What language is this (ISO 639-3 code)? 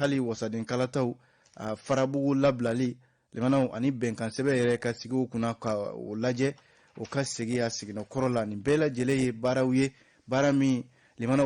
bam